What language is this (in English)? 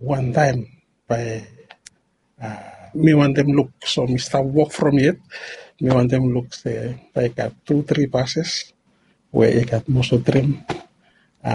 Bislama